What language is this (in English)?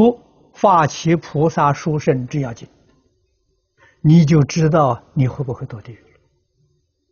Chinese